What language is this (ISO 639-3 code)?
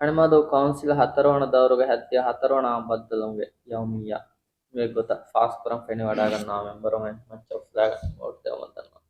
div